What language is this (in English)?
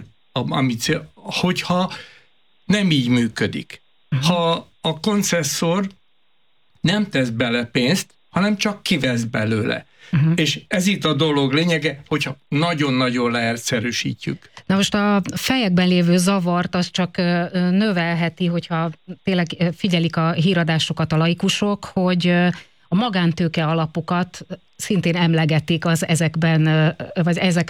Hungarian